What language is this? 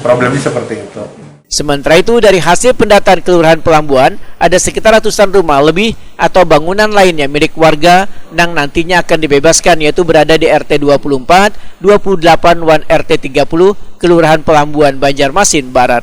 Banjar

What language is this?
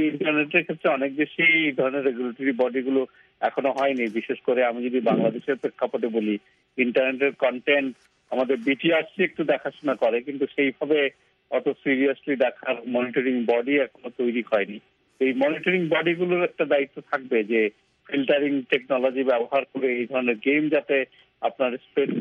Bangla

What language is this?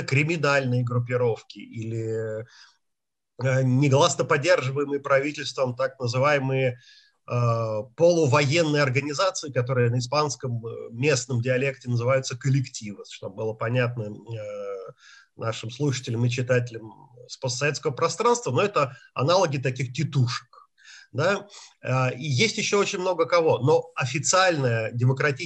Russian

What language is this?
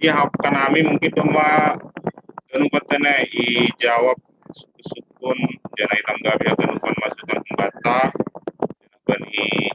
Batak Simalungun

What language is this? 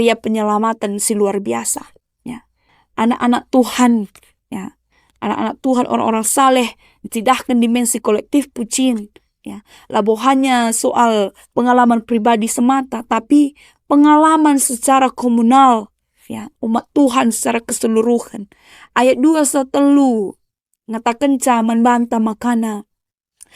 Batak Karo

